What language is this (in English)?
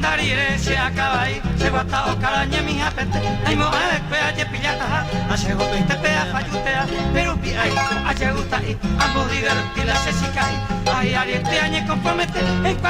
Guarani